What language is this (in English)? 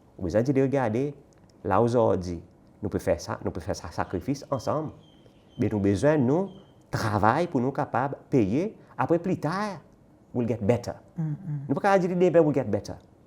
Seselwa Creole French